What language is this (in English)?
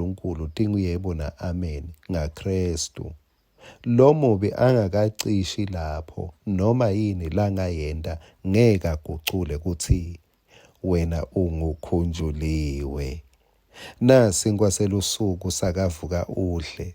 Swati